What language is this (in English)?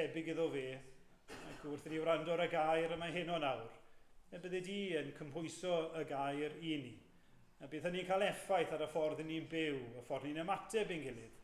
Welsh